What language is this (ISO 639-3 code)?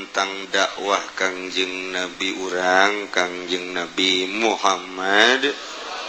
sun